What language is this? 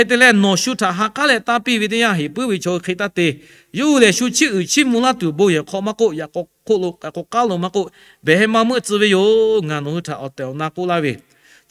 Lahu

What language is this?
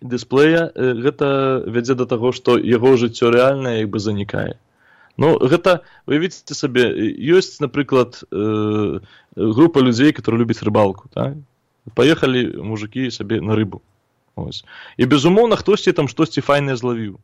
Belarusian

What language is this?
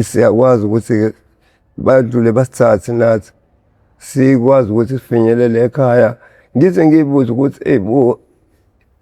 Zulu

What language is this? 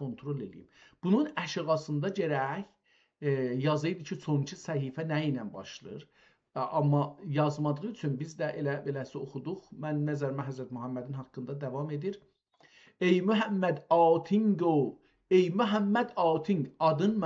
South Azerbaijani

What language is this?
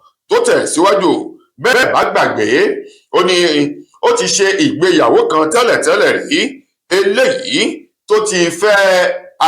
Yoruba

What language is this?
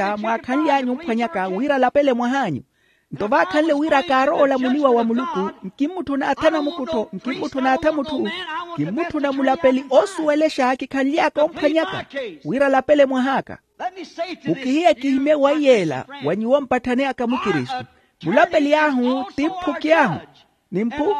Makhuwa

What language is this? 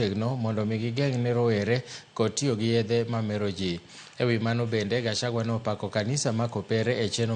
Luo (Kenya and Tanzania)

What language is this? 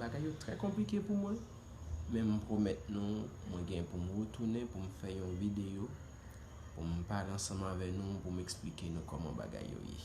Haitian Creole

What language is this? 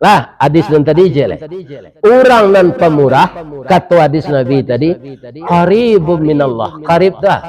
Minangkabau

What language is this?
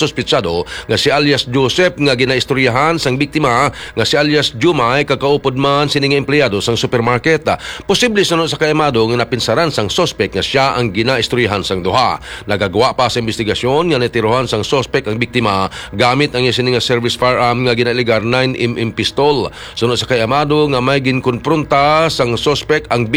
Hiligaynon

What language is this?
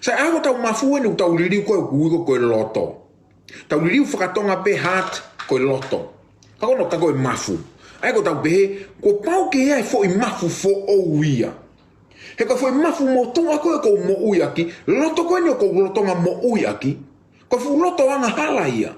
Tongan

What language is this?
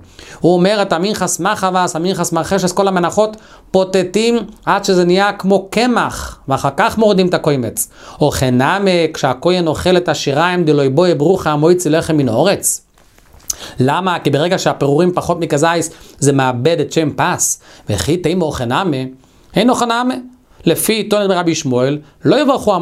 Hebrew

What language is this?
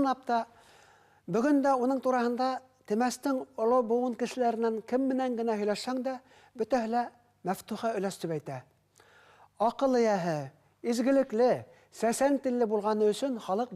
Bashkir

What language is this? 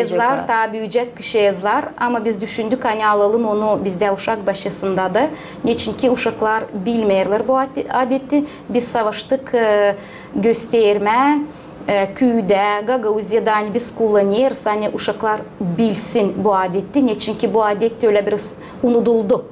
Gagauz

